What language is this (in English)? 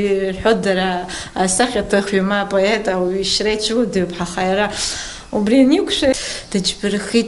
Abkhazian